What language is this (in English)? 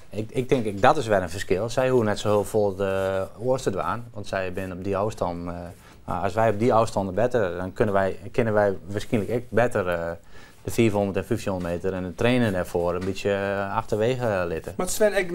Western Frisian